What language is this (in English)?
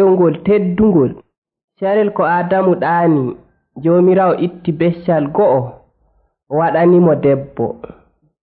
Nigerian Fulfulde